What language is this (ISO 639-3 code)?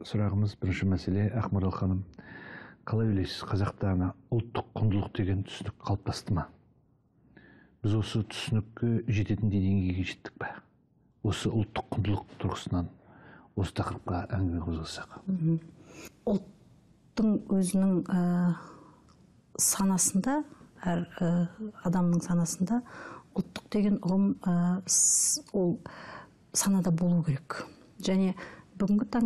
kaz